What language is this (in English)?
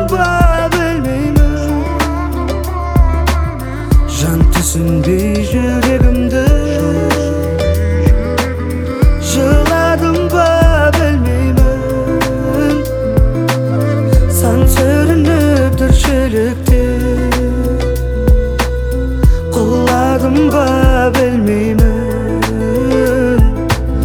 Kazakh